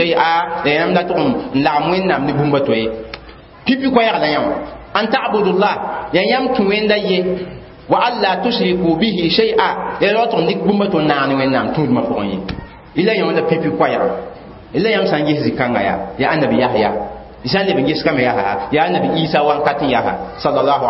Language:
Mossi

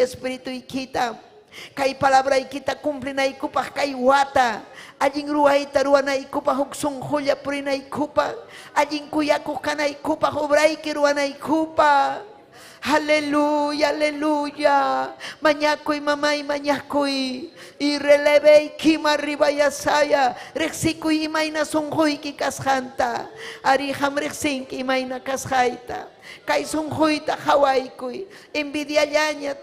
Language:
Ayacucho Quechua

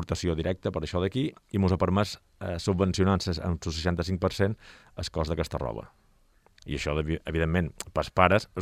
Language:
Catalan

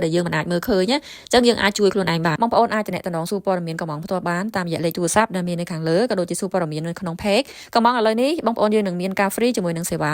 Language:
Khmer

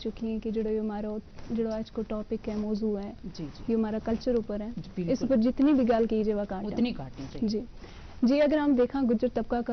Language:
Gujari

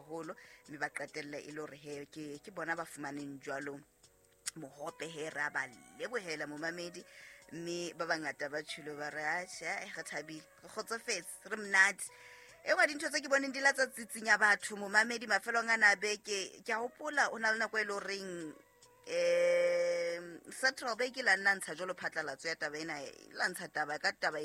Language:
Southern Sotho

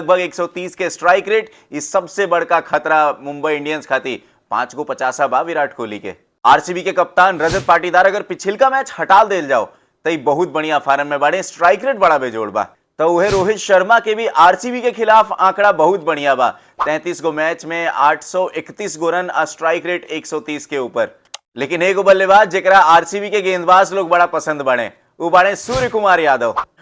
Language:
Bhojpuri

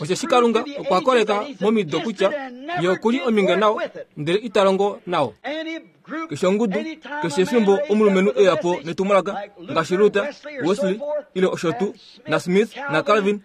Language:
Kuanyama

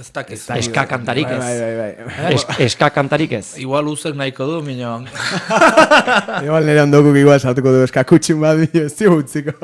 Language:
Basque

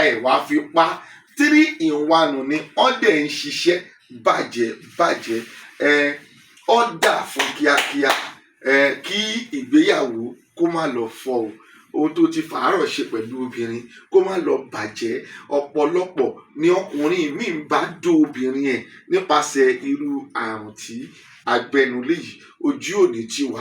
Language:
Yoruba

